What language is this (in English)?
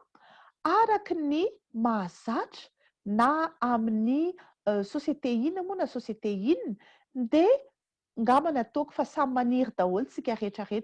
Malagasy